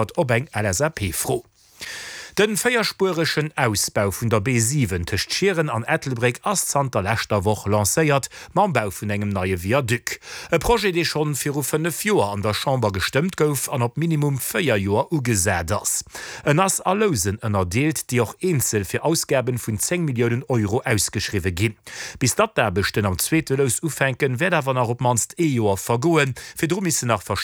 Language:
Luxembourgish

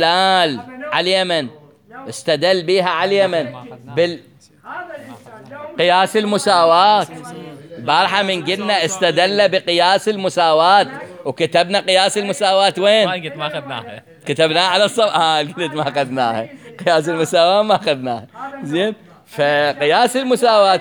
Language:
Mesopotamian Arabic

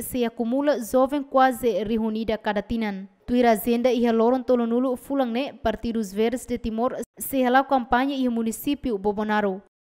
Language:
Tetum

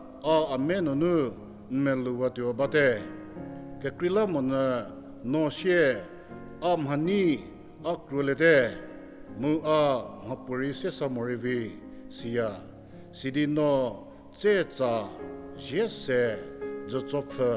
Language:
Angami Naga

